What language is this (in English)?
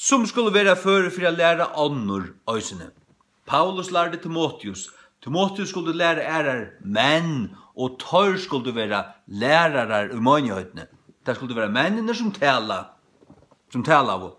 Faroese